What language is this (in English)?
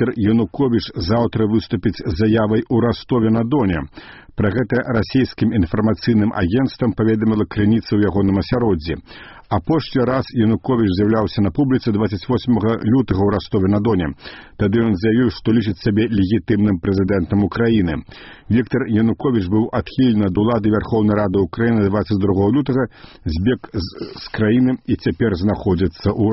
Belarusian